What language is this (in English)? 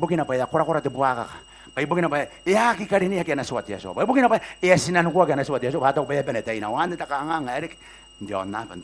Gilbertese